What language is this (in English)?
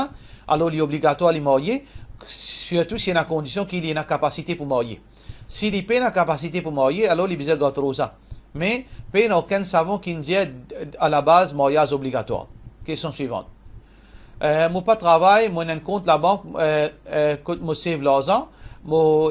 Morisyen